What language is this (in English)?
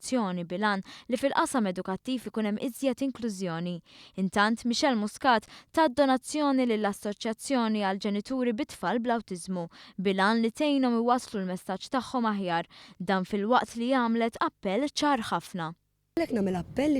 Maltese